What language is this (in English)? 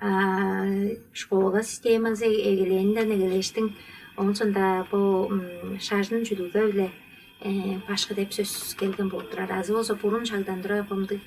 Tuvinian